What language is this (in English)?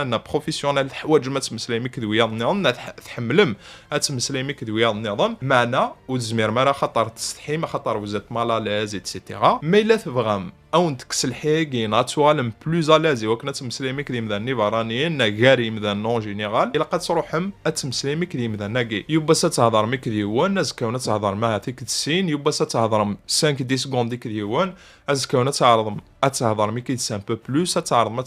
Kabyle